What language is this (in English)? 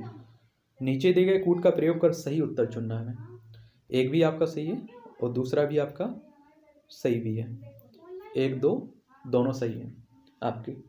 Hindi